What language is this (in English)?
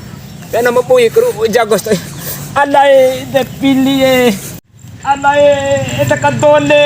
Bima